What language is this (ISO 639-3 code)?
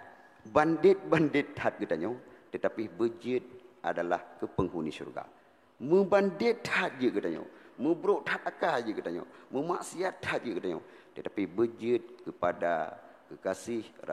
ace